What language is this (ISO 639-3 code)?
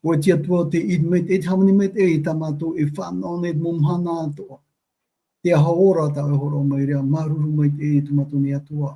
tah